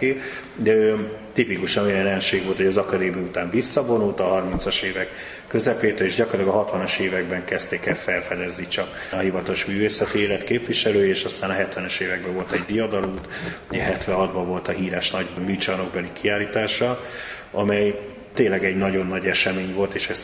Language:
Hungarian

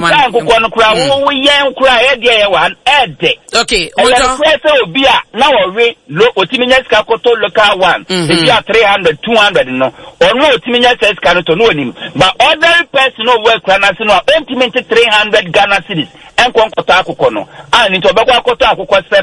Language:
Akan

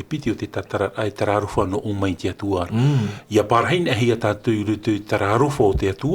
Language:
Tahitian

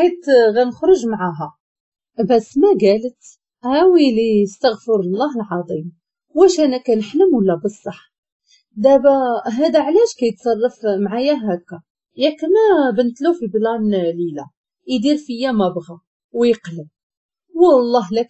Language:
Moroccan Arabic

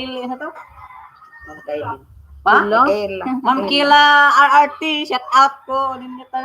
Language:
Cebuano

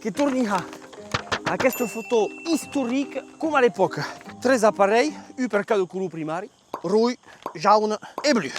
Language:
Occitan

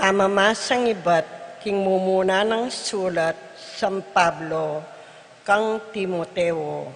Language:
Pampanga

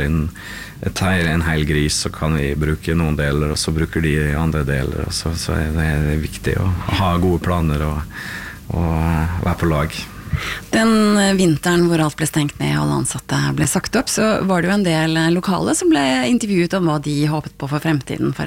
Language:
Norwegian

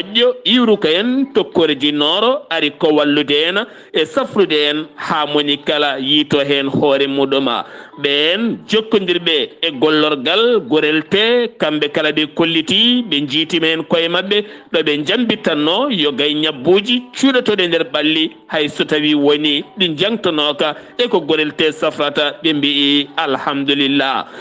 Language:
Fula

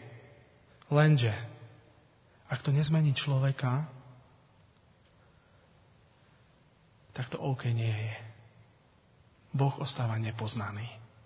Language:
Slovak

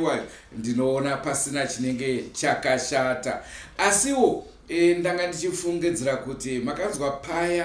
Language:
Shona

